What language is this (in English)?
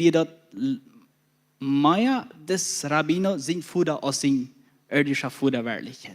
Plautdietsch